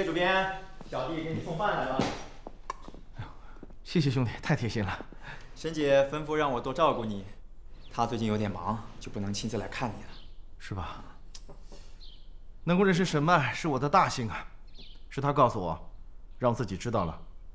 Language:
Chinese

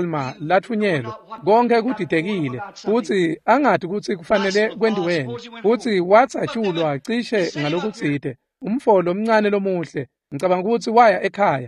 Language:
Swati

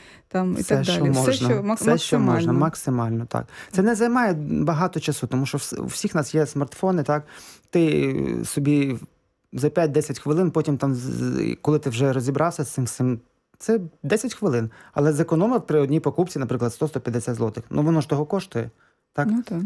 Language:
Ukrainian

